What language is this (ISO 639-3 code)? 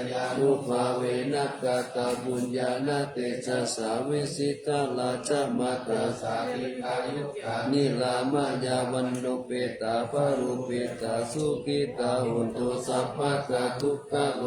pli